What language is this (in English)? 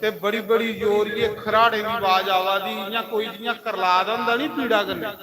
Dogri